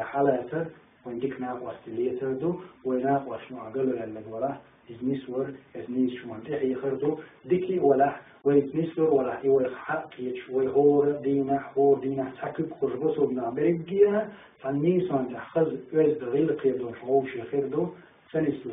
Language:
Chechen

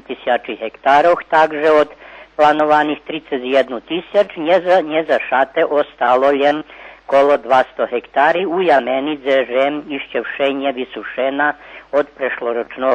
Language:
Rusyn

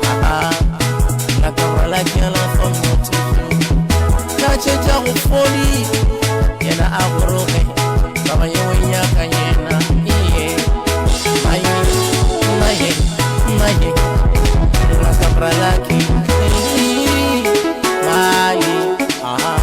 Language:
Northern Sotho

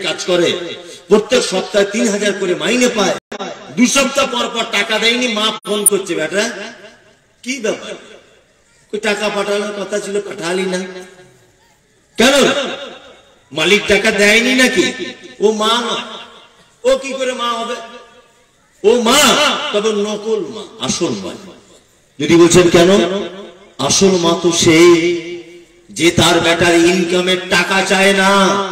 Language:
Bangla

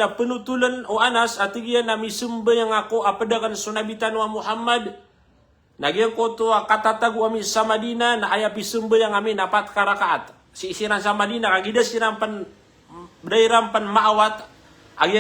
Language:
Maranao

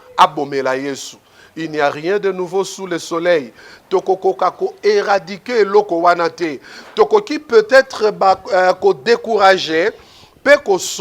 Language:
Lingala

